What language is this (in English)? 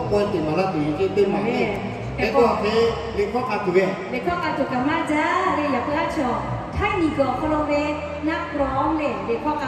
Lahu